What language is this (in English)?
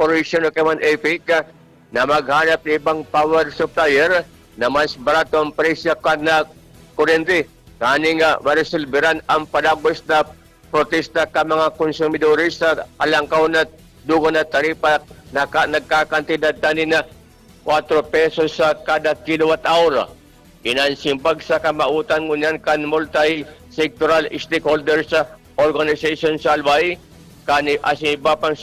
Bikol